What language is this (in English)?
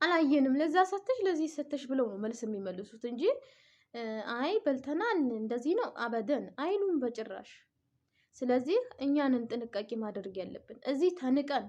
Amharic